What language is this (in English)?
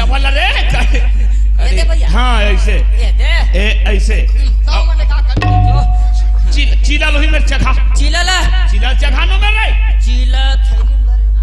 Chhattisgarhi